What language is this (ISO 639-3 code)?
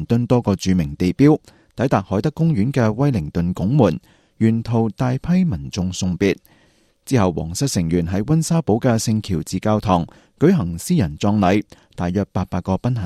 yue